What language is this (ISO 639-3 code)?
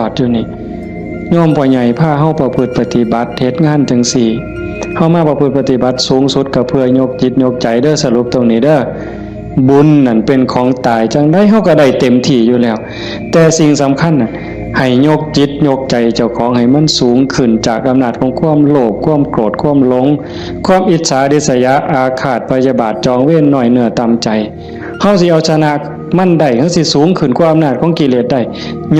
tts